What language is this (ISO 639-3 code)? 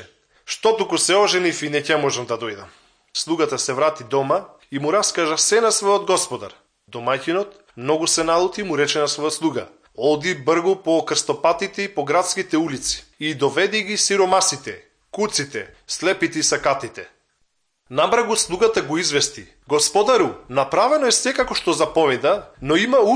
mkd